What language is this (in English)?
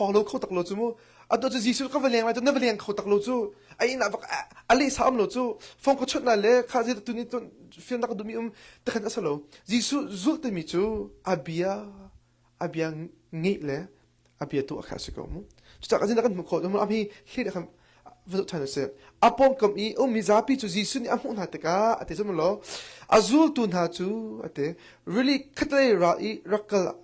Hakha Chin